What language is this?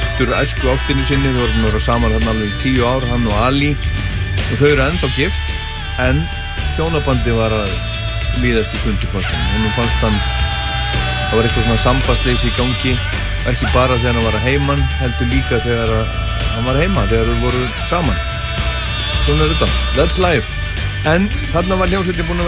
Icelandic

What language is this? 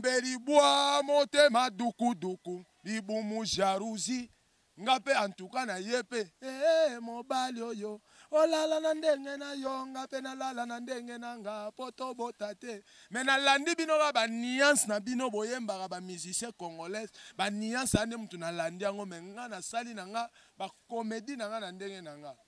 Lingala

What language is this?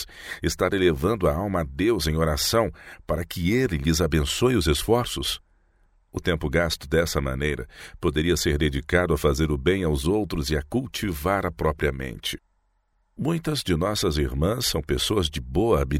Portuguese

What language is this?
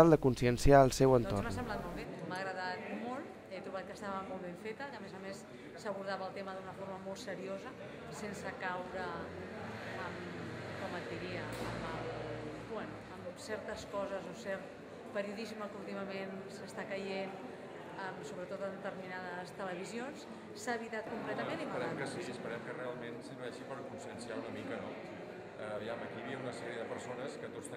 Catalan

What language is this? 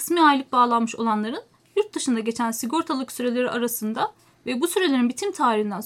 Turkish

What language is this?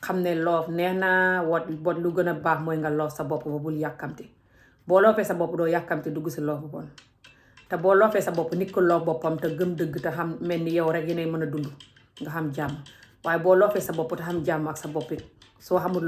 Wolof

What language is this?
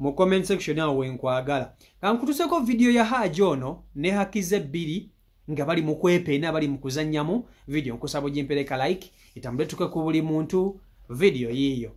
Ganda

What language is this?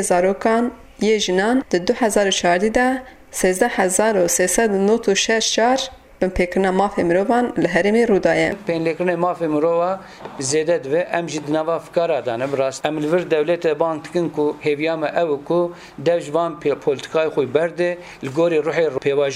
Kurdish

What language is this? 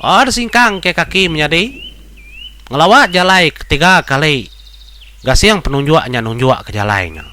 Iban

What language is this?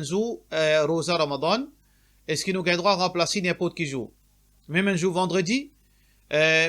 Morisyen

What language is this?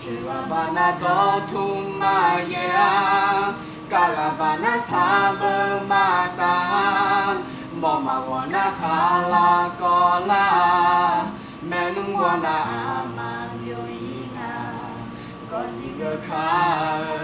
Akha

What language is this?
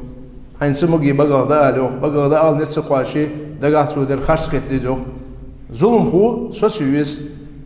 Ingush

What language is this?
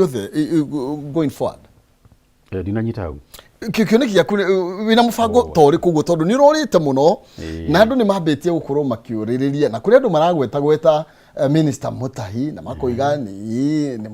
Kikuyu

